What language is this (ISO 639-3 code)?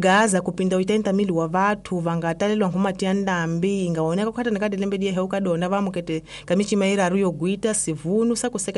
tso